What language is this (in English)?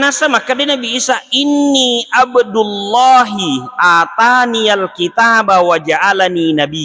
Buginese